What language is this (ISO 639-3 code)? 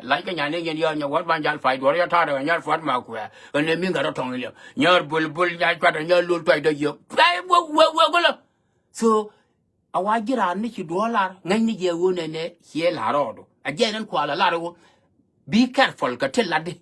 nus